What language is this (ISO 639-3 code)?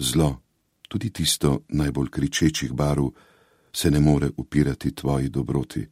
slv